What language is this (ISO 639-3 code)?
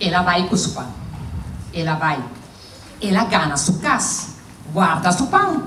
pap